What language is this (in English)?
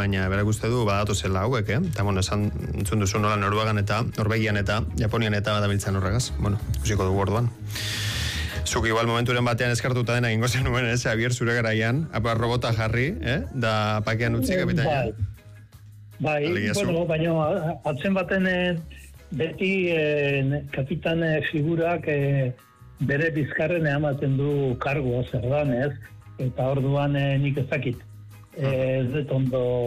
Basque